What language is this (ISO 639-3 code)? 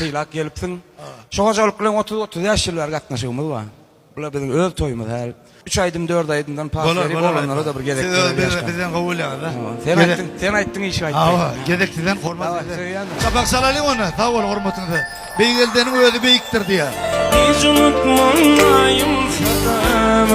tuk